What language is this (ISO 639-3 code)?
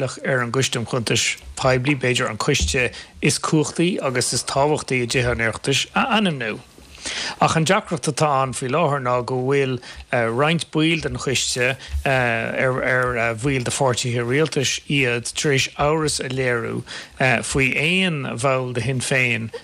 gle